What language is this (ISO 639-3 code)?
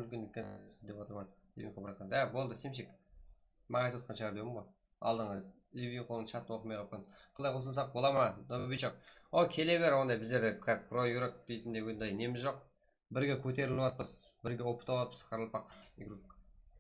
kaa